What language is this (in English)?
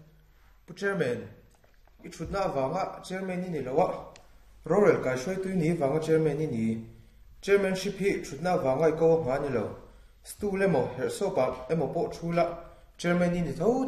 Mizo